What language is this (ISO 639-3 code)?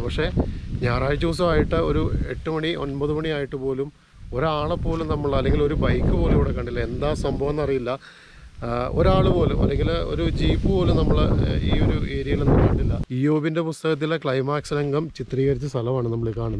mal